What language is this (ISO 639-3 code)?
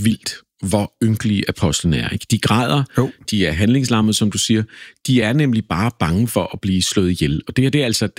dan